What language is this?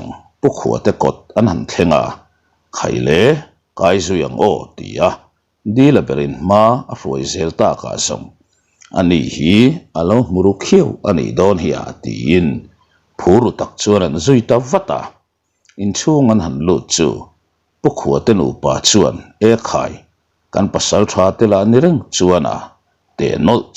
Mizo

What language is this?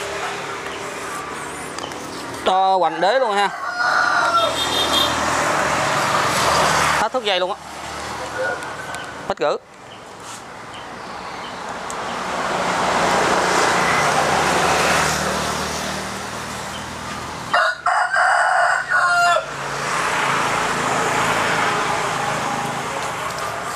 Vietnamese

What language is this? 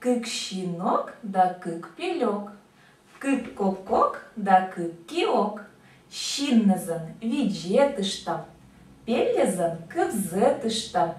Komi-Permyak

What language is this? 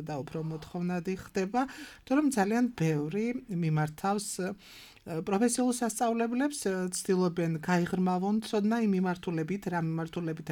Georgian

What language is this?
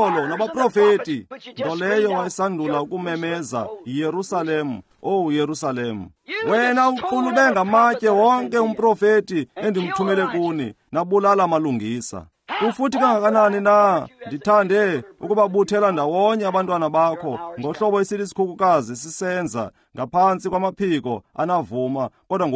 Xhosa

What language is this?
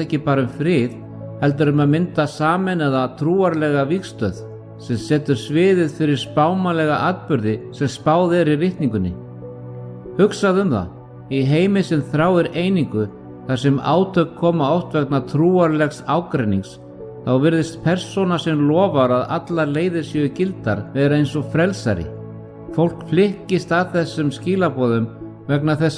Icelandic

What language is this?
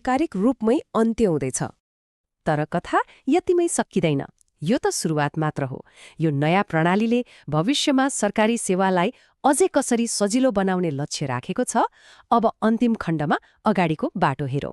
Nepali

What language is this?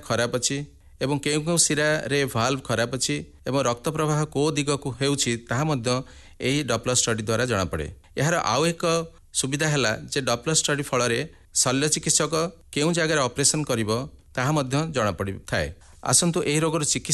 Odia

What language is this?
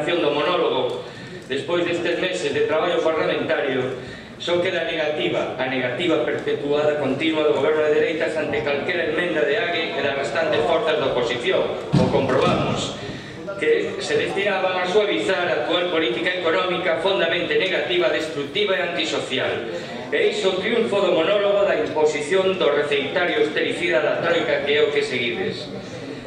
Galician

